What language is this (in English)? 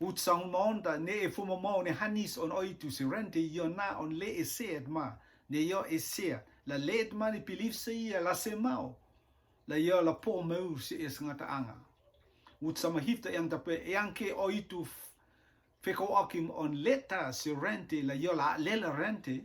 Rotuman